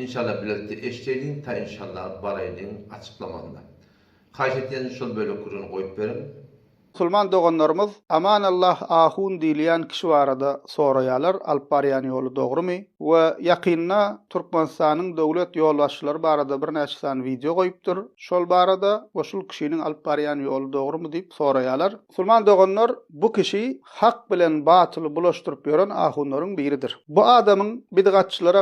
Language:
Turkmen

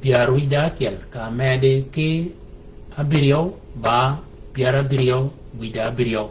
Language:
Shilluk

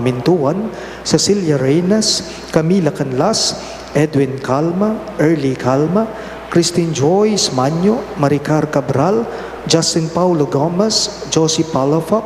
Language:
Pampanga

